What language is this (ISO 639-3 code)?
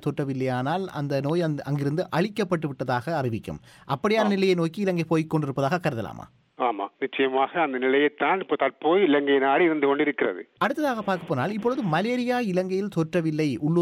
tam